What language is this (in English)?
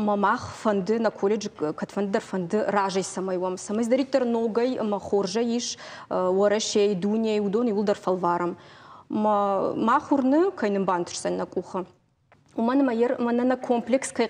Ossetic